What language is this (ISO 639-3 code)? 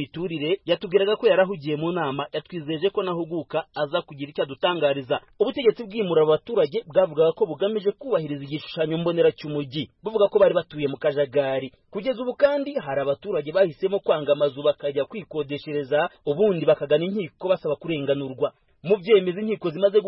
kin